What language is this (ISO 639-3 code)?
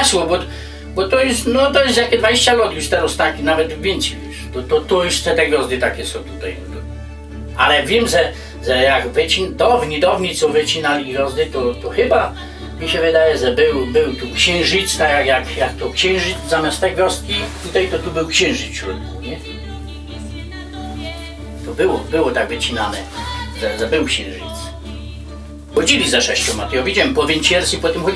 pol